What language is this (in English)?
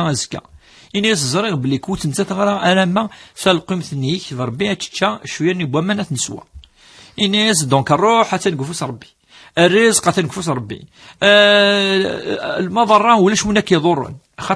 Kabyle